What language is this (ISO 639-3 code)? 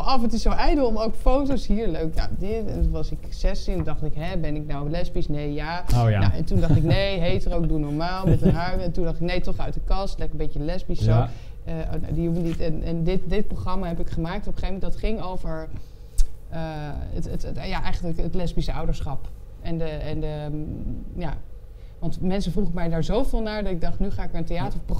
nld